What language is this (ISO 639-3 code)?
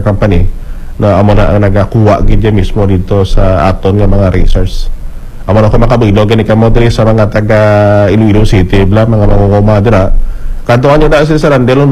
hil